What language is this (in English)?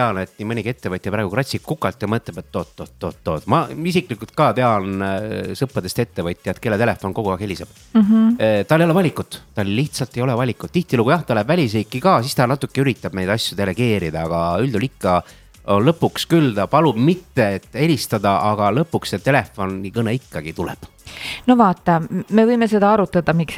Estonian